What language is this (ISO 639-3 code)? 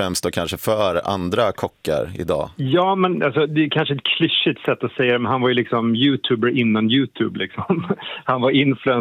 swe